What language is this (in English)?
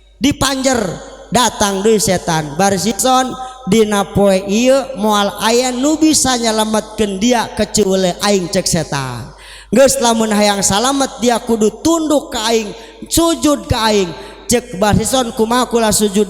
Sundanese